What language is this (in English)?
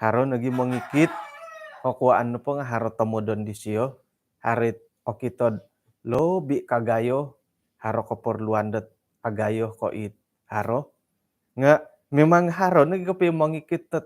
Central Dusun